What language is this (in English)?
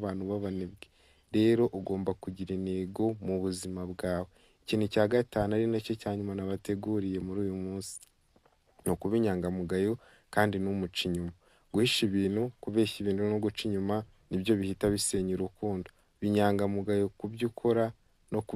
Kinyarwanda